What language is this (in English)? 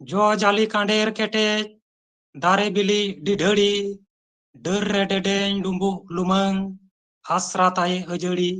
Santali